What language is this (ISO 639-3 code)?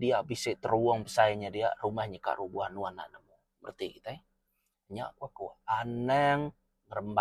iba